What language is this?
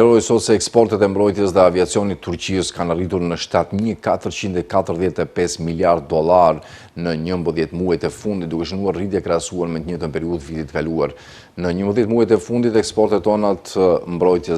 Albanian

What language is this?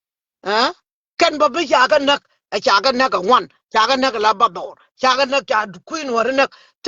Nuer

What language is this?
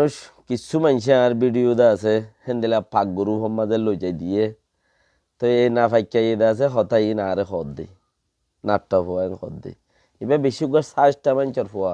Rohingya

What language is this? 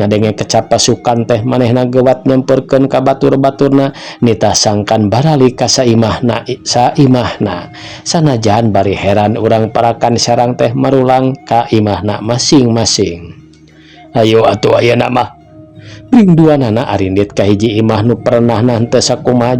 Sundanese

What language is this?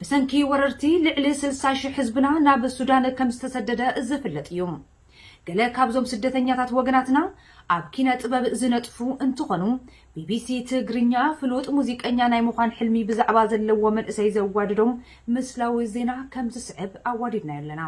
Tigrinya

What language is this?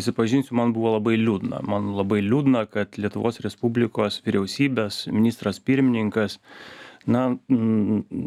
Lithuanian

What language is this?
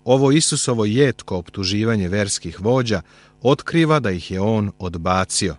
Serbian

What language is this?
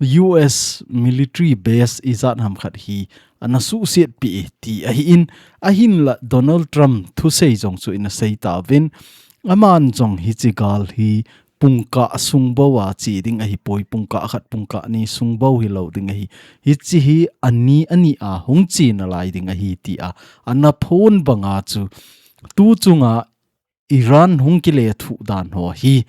Thado Chin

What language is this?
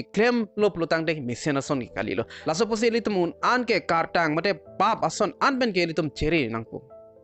Karbi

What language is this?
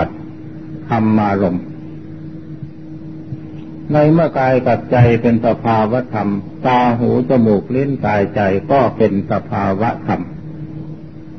Thai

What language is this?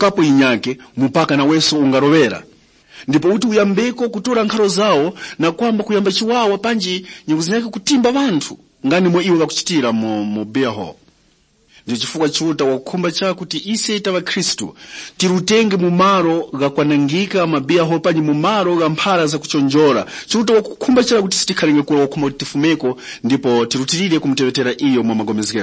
Tumbuka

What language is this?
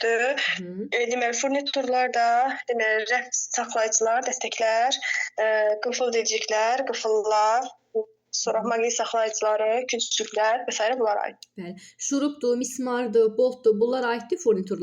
Azerbaijani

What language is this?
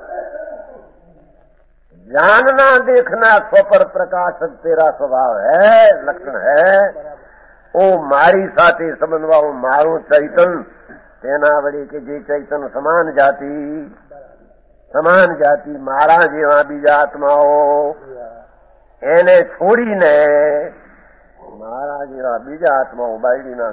Gujarati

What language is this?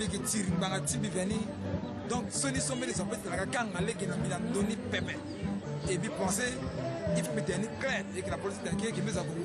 Sango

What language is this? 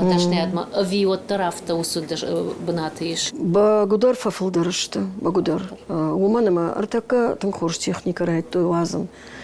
Ossetic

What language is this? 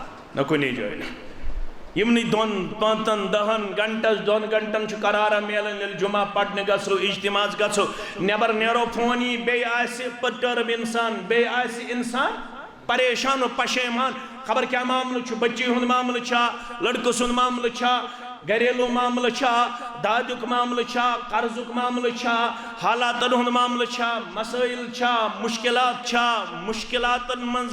Kashmiri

